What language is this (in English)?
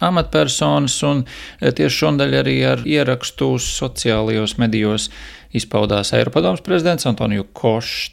Latvian